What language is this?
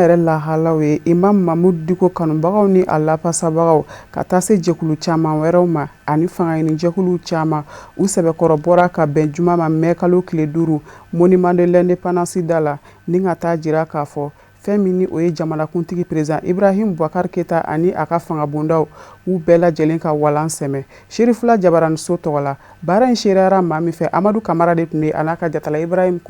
Bambara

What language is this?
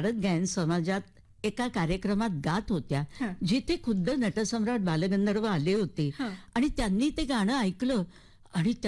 Marathi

